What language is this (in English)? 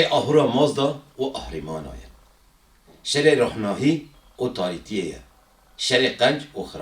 Kurdish